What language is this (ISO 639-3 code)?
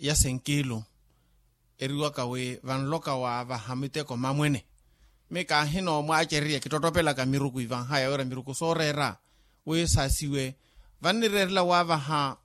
vmw